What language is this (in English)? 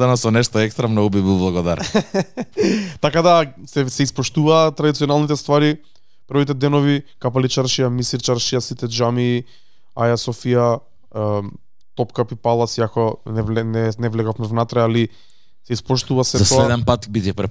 Macedonian